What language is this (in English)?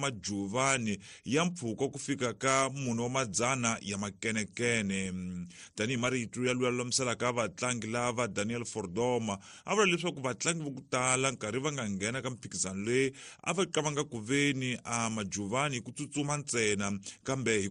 Tsonga